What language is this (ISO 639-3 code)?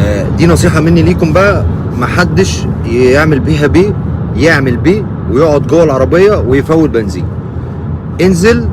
arz